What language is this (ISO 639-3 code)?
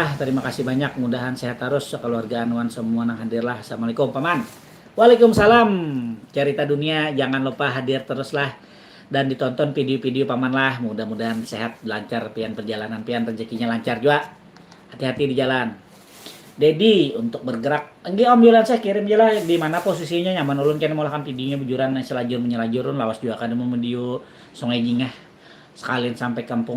bjn